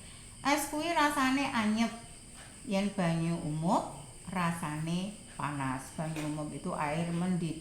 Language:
Javanese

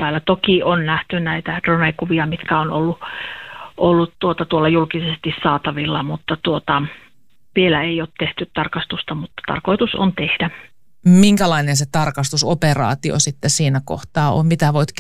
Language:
Finnish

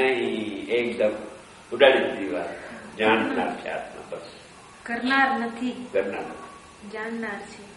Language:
Gujarati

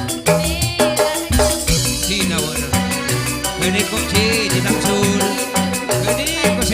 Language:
Madurese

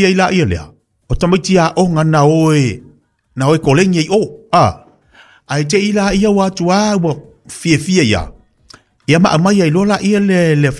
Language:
Samoan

